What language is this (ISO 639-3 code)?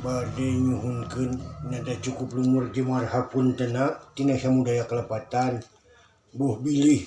sun